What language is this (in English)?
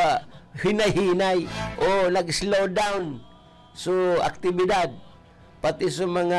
Bikol